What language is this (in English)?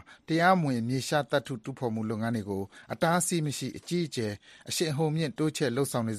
Burmese